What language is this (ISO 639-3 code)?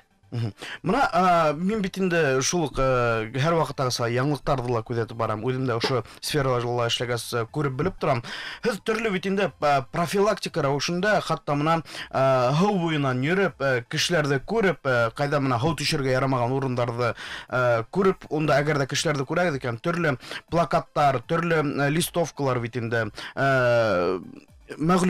bak